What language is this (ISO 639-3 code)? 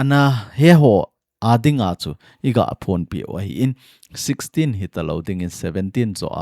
tcz